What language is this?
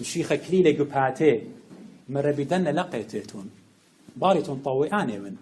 Assyrian Neo-Aramaic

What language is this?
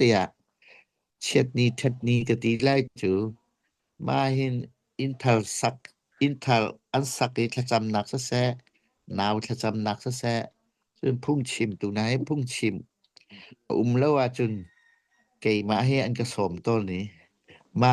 Hakha Chin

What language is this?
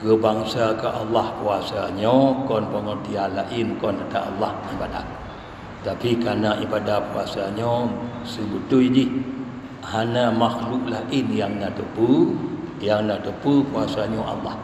Achinese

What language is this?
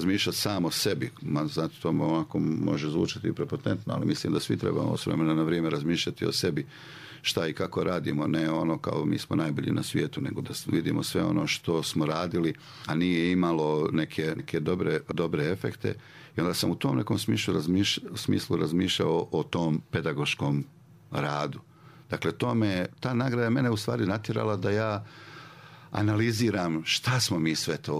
Serbian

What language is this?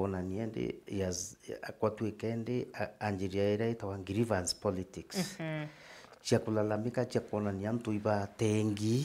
Meru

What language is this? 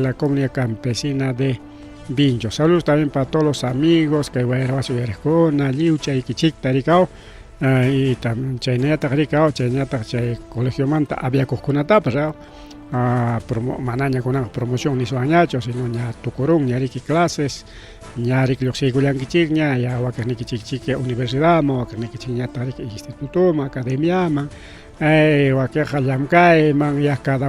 Ayacucho Quechua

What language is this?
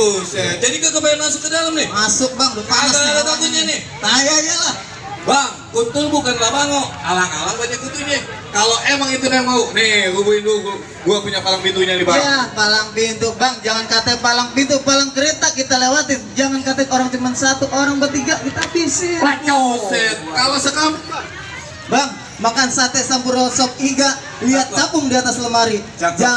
Betawi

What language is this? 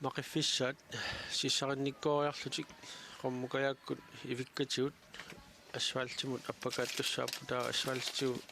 Kalaallisut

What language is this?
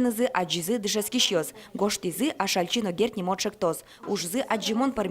Udmurt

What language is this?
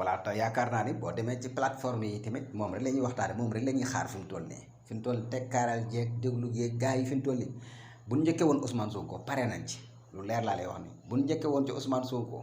Wolof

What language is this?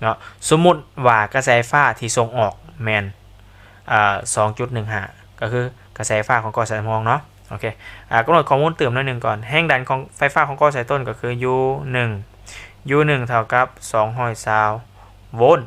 Lao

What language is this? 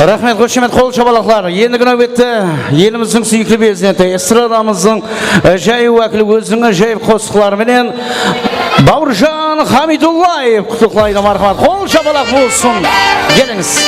Kara-Kalpak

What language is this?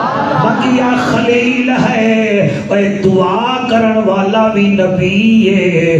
Saraiki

